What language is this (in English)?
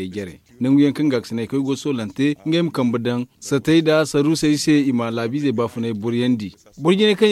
Zarma